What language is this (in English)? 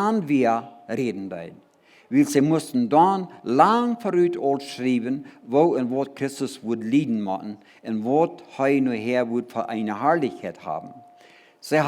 Plautdietsch